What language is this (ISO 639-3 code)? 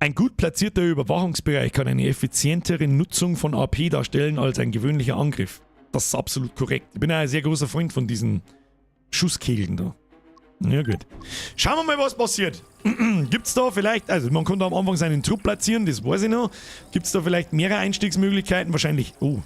bar